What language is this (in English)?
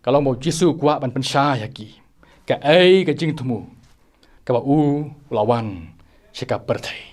Khasi